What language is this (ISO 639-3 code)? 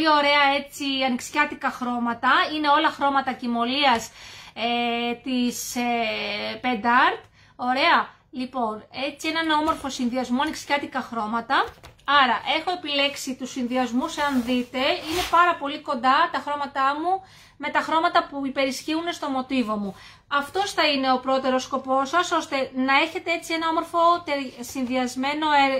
ell